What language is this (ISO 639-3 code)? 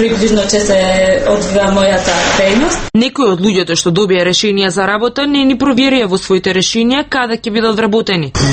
mkd